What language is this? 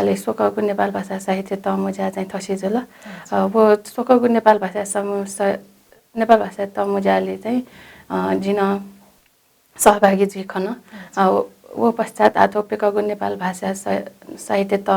Newari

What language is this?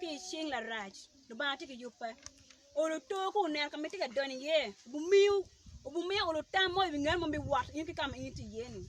Acoli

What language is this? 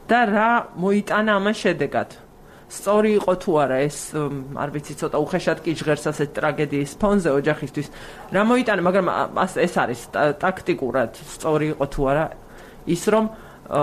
Georgian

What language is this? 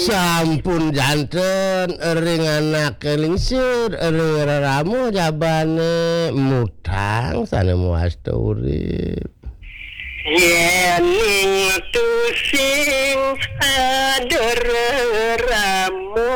Balinese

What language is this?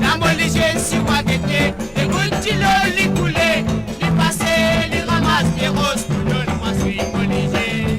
Morisyen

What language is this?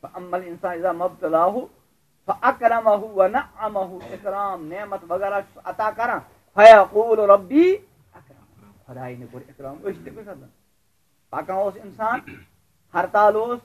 Kashmiri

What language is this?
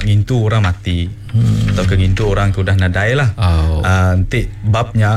Iban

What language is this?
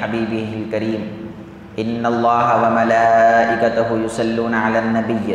Urdu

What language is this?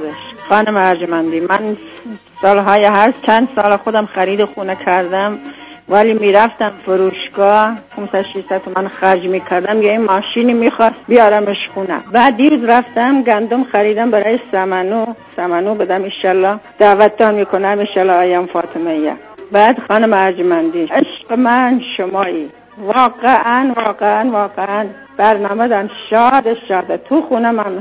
Persian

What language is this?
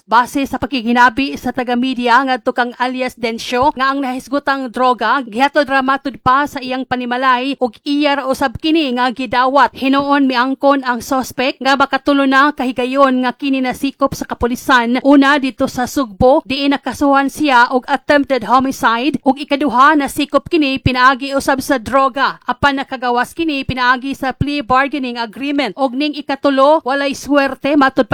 Cebuano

